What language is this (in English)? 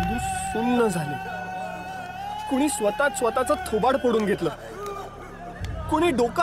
Marathi